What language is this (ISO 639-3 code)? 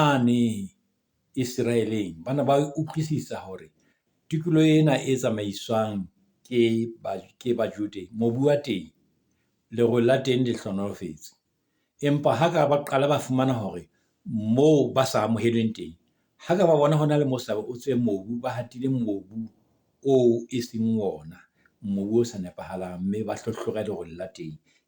sot